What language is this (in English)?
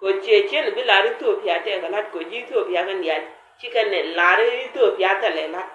Nuer